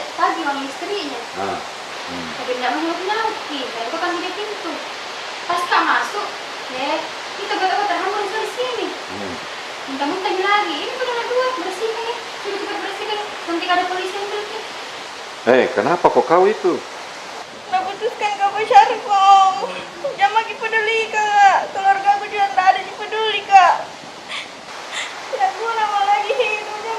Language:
Makassar Malay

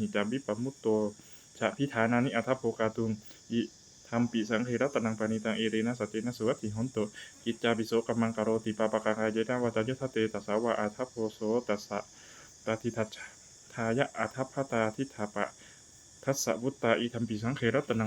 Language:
Pali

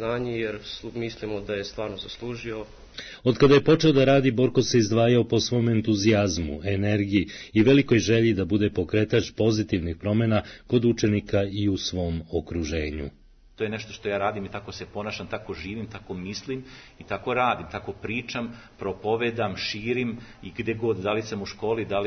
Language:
Serbian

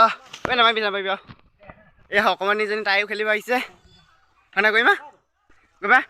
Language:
Assamese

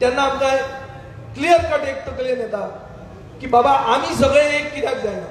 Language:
Konkani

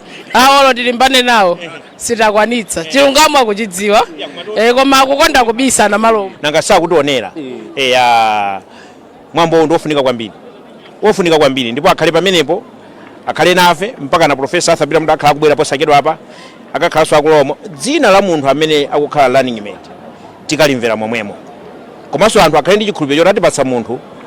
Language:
Nyanja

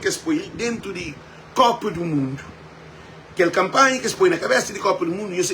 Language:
Kabuverdianu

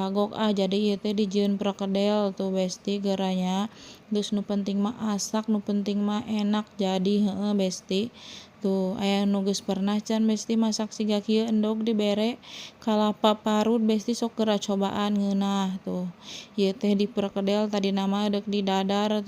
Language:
Sundanese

